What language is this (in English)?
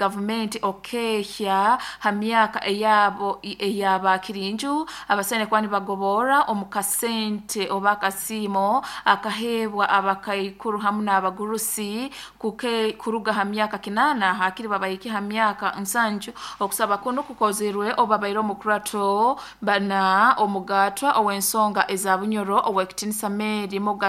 Nyoro